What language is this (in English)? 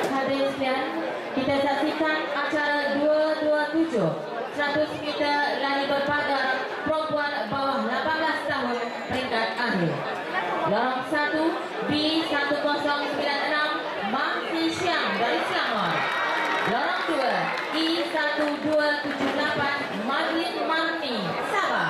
Malay